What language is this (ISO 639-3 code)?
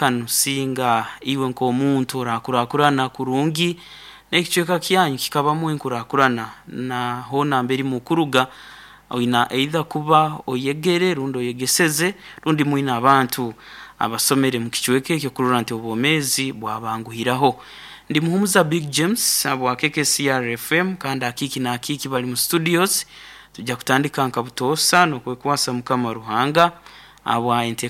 nyo